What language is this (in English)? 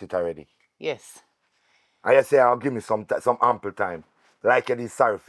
Jamaican Creole English